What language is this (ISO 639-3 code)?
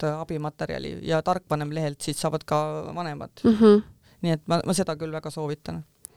est